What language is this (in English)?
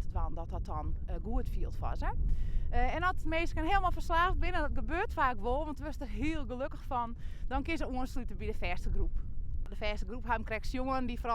Western Frisian